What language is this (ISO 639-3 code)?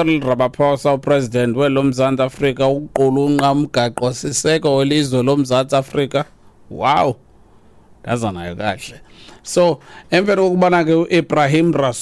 xho